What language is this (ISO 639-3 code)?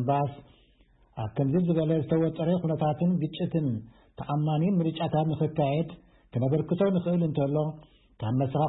tir